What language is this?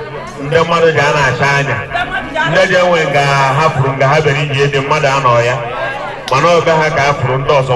Igbo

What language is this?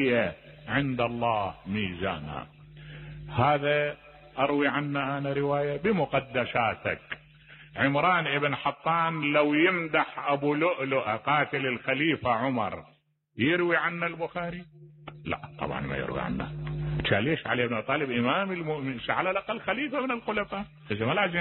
Mesopotamian Arabic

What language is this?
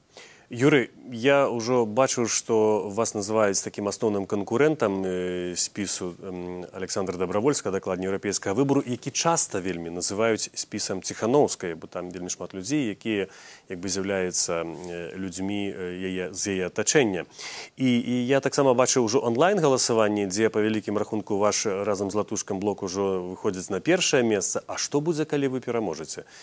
Belarusian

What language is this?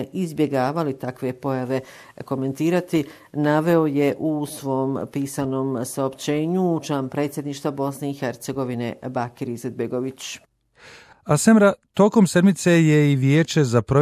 Bosnian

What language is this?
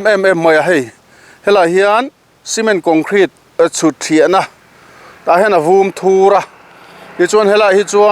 Mizo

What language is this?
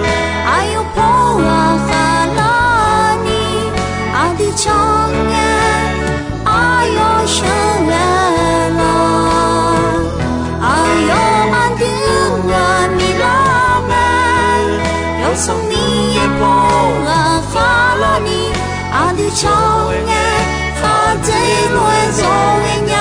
Akha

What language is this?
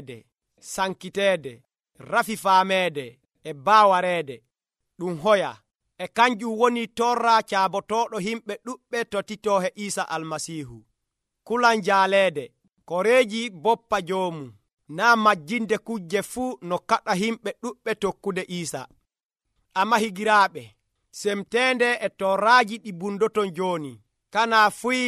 Nigerian Fulfulde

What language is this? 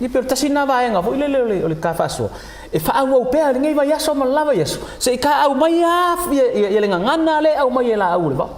Samoan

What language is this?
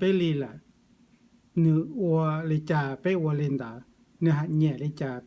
Hmong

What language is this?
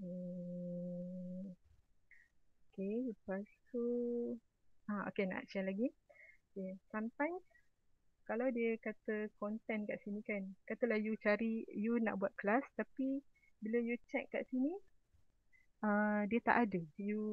Malay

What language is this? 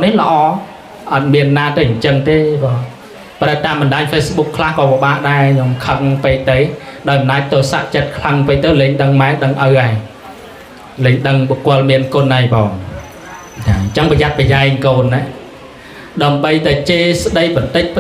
Khmer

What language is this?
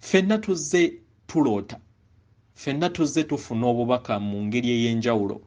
Ganda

